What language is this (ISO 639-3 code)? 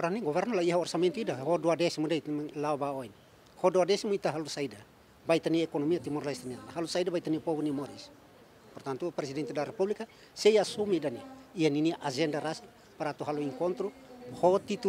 tet